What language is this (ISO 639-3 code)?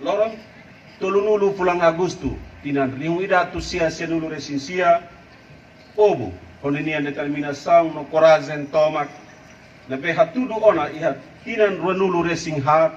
tet